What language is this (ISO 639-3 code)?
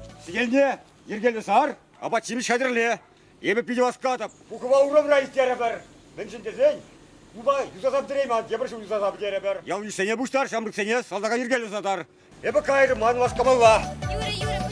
chv